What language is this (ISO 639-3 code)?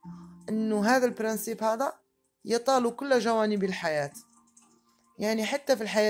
ara